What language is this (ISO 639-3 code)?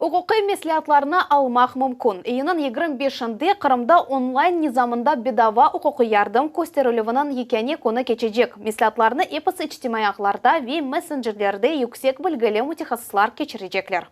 crh